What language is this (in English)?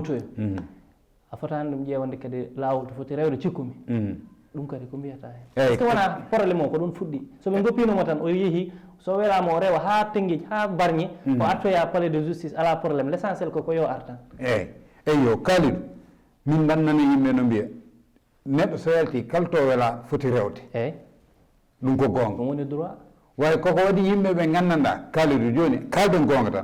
Fula